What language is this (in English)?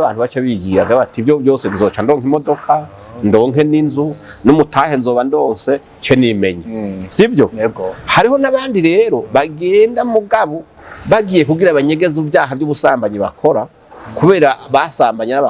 Rundi